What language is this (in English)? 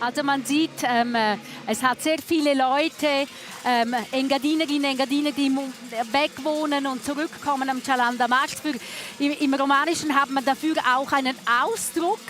Romansh